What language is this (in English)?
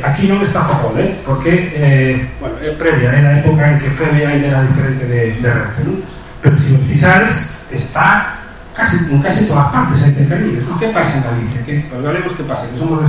Galician